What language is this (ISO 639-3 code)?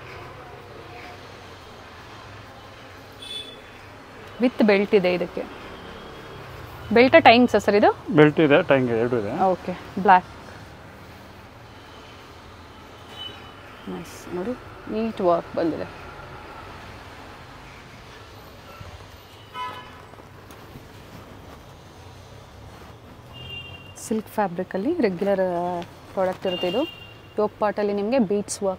kan